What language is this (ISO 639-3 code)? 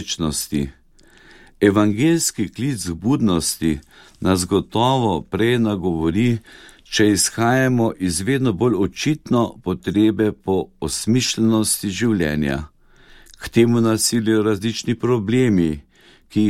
slv